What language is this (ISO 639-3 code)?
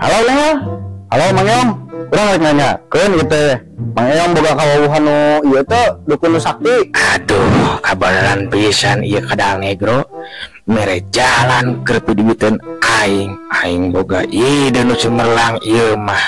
sun